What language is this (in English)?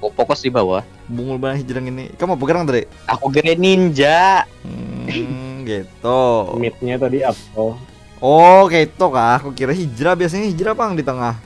Banjar